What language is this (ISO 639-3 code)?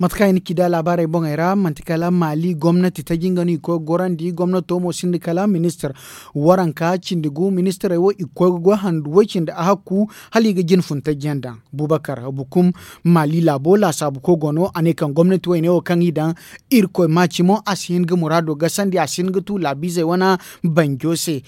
dje